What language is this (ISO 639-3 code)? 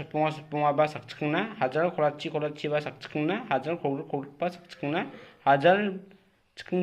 grt